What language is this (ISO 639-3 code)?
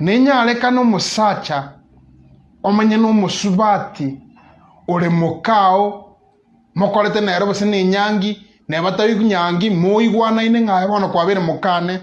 guz